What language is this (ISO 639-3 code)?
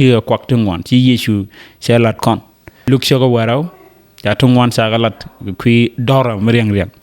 nus